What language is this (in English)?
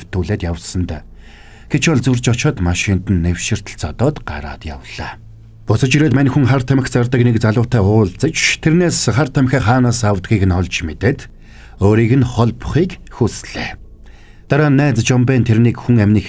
Mongolian